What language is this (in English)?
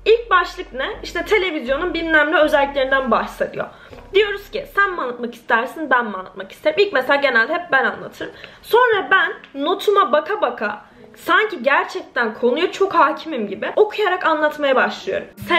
Turkish